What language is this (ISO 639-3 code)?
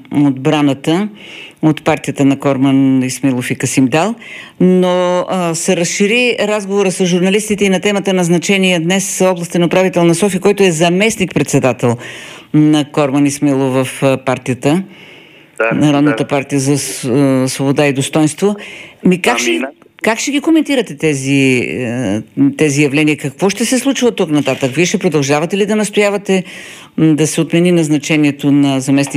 bul